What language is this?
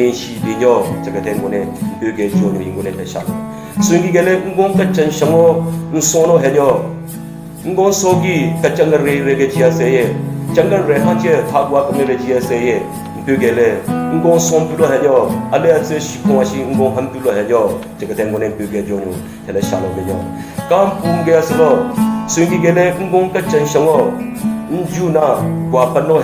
Southern Rengma Naga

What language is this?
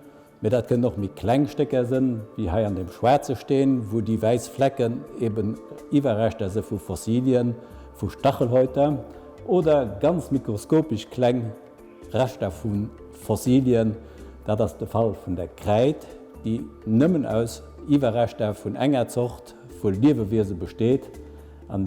Luxembourgish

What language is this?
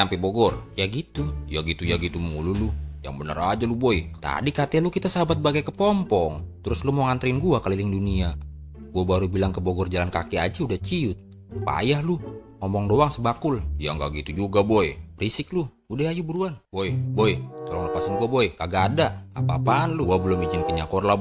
Betawi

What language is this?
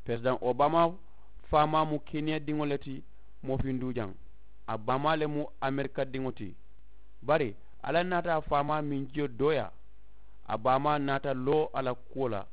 Mandingo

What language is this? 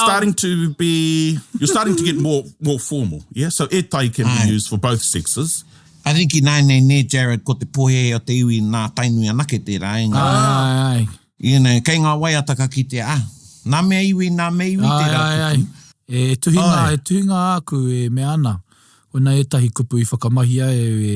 Māori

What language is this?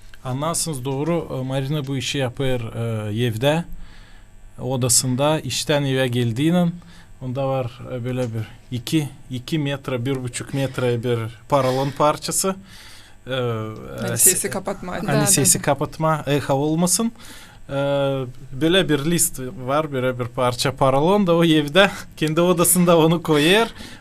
Gagauz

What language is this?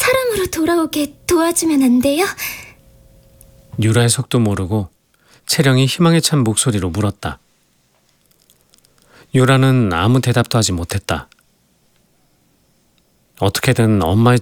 Korean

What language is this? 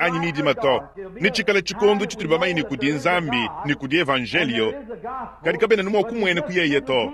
Luba-Lulua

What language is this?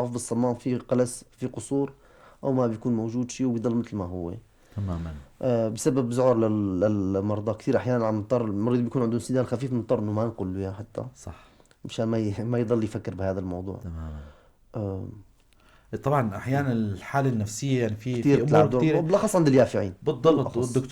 North Levantine Arabic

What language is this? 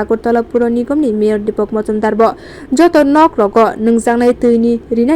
Kok Borok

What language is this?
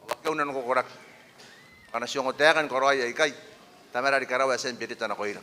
Gilbertese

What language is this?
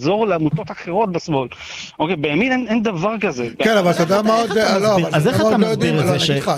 Hebrew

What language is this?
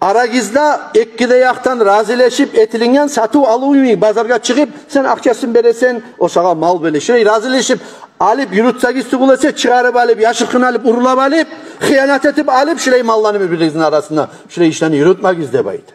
Kumyk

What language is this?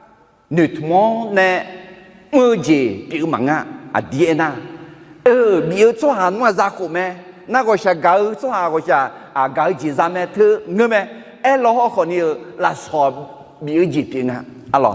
Akha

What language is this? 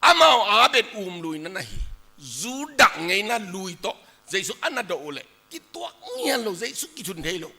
Tedim Chin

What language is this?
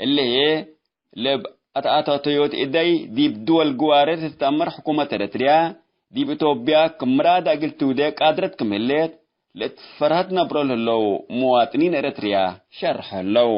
Tigre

